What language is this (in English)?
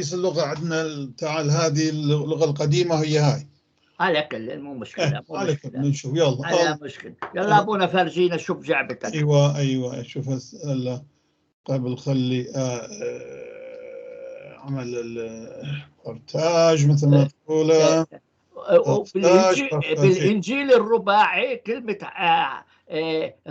North Levantine Arabic